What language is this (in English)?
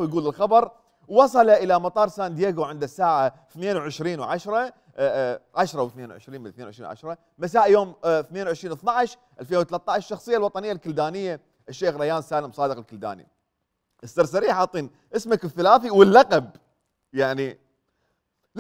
Mesopotamian Arabic